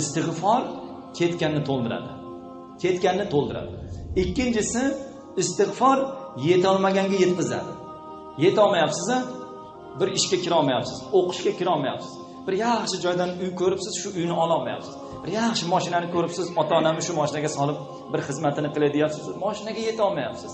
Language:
Uzbek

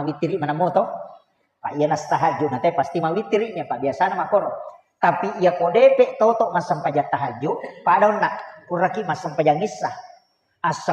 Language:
Buginese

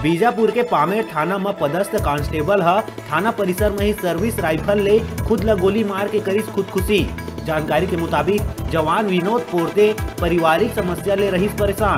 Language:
Chhattisgarhi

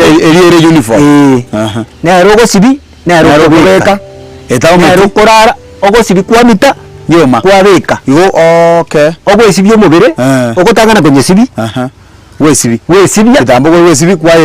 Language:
Gusii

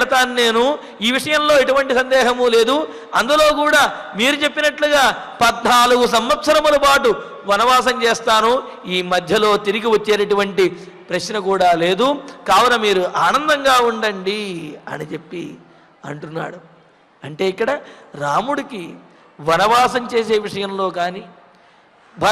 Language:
Telugu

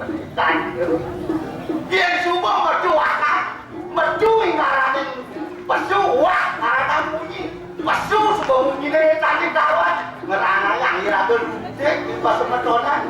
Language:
Balinese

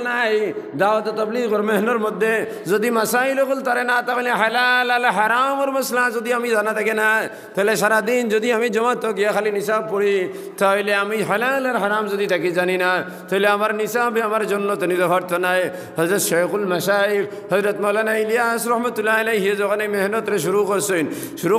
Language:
Sylheti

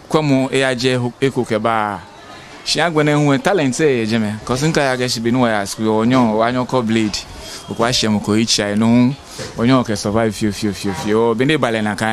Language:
Ga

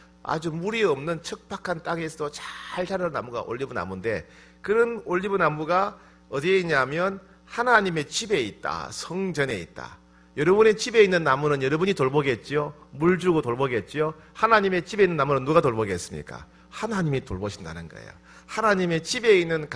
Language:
Korean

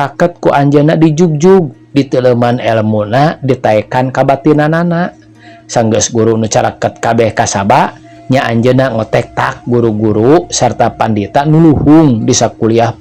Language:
Sundanese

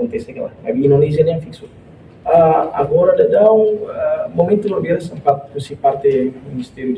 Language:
Tetum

